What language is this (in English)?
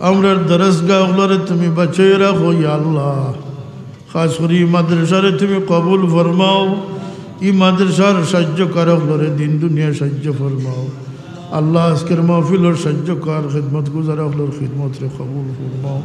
Sylheti